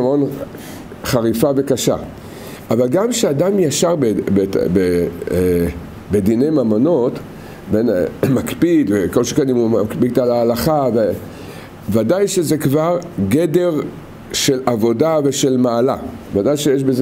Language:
Hebrew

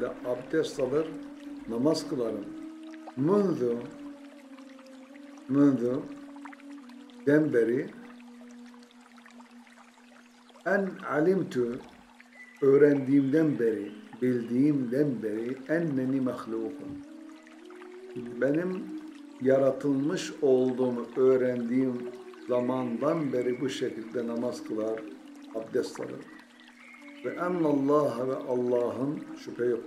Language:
Turkish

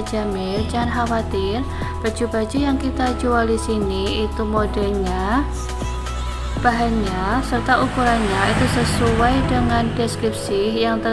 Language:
Indonesian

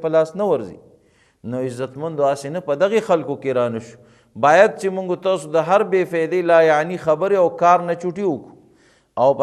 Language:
Pashto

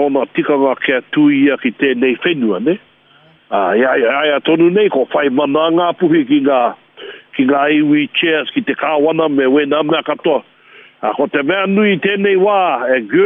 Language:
Māori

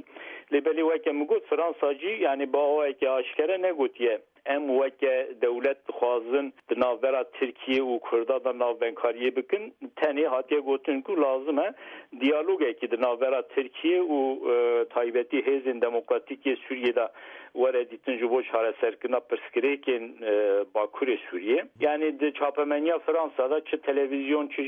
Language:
Kurdish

